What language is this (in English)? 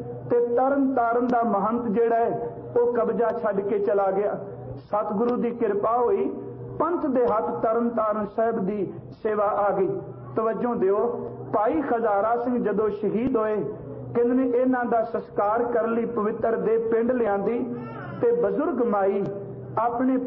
Punjabi